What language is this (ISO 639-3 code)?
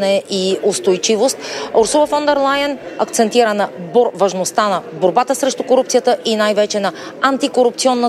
bul